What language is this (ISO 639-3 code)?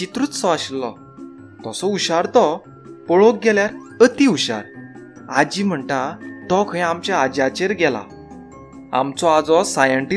kok